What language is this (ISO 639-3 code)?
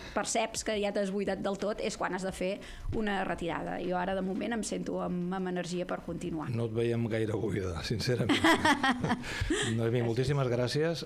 cat